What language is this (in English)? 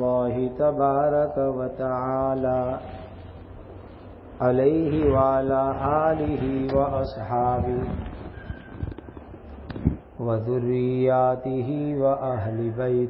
Urdu